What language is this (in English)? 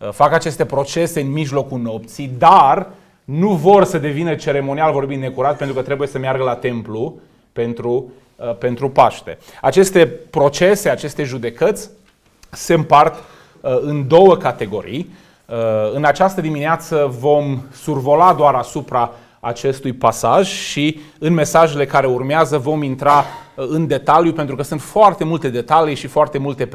Romanian